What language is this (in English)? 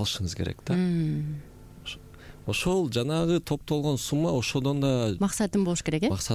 Kyrgyz